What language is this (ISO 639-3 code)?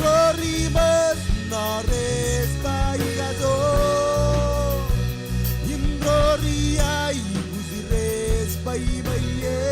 mah